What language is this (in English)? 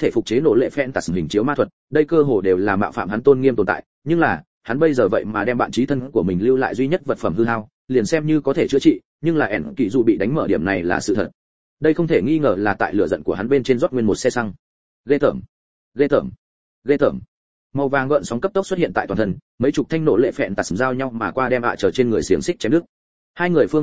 Vietnamese